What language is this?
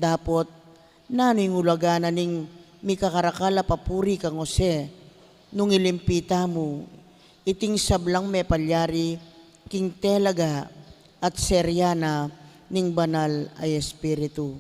Pampanga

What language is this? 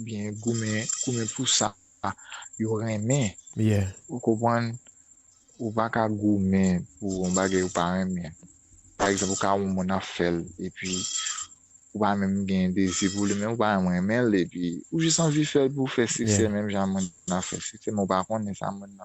Haitian Creole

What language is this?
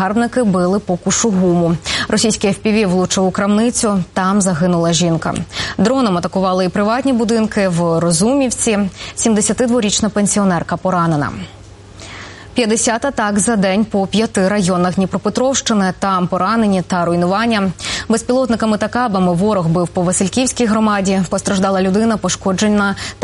Ukrainian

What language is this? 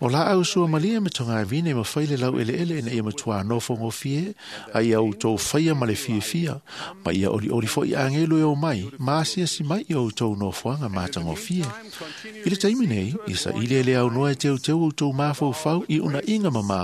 Samoan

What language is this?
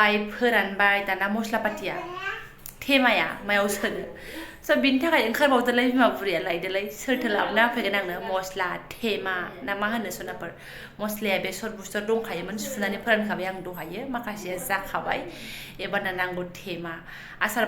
Bodo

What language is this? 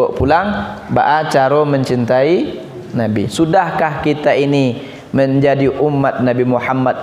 Minangkabau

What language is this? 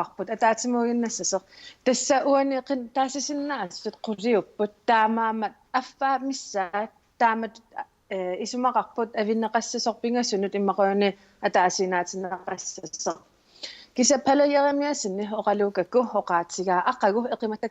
Kalaallisut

